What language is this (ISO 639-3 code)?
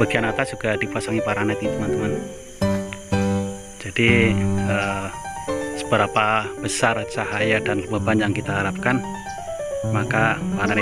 ind